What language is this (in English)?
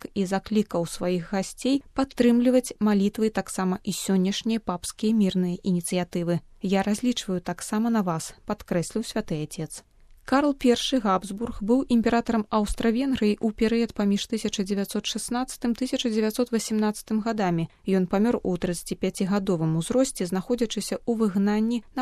Belarusian